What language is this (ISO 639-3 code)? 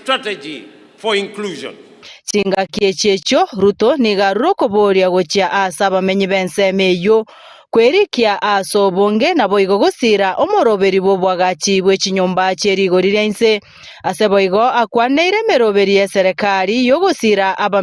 guz